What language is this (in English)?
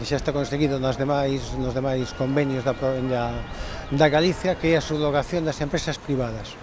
Galician